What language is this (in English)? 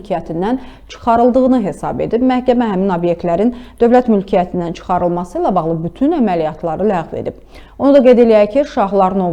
Azerbaijani